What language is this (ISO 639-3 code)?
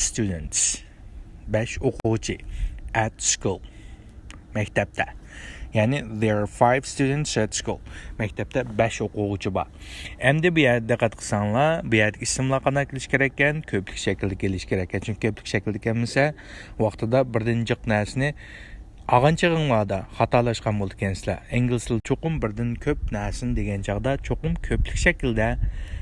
uig